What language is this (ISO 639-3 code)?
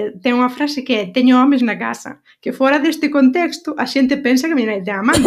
glg